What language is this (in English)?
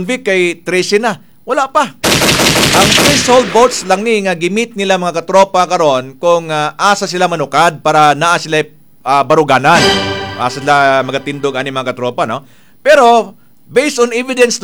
Cebuano